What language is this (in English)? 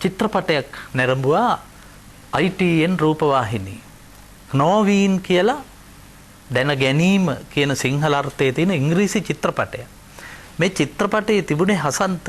Sinhala